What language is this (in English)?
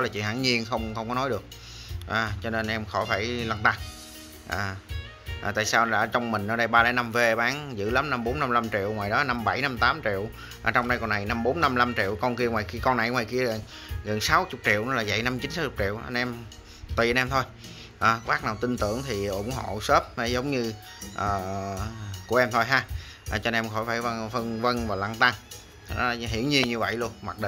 Vietnamese